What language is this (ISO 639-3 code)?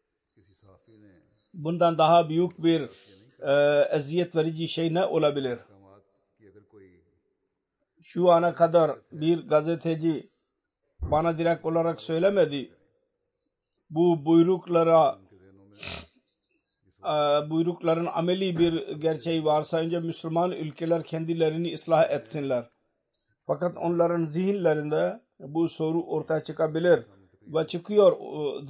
tur